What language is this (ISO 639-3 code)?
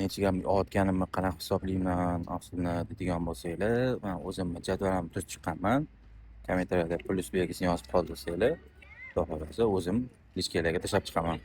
uzb